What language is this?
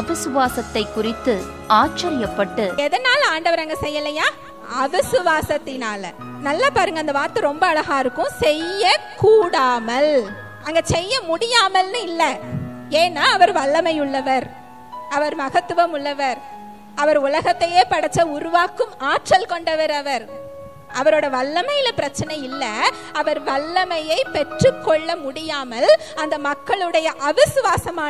Tamil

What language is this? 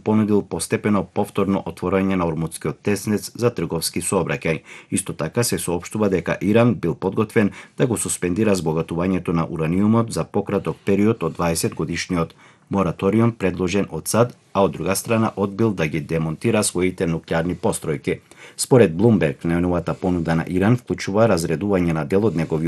Macedonian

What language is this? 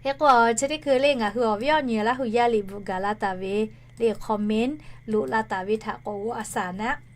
Lahu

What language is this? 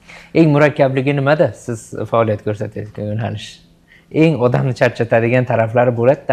Uzbek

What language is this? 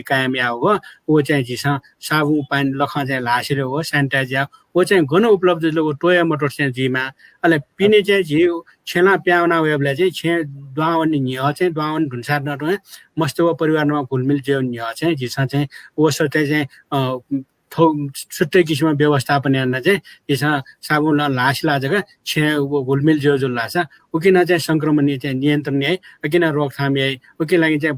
Newari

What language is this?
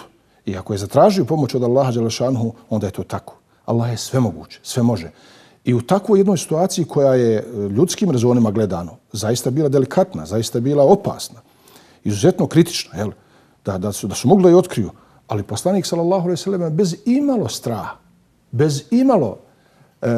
Bosnian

